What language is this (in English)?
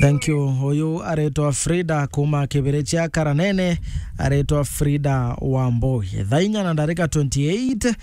Meru